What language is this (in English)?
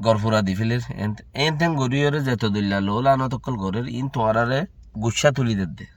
Rohingya